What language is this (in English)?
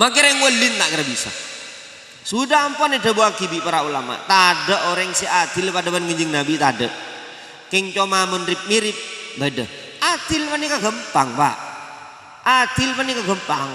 Madurese